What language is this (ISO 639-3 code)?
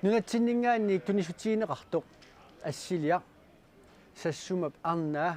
kal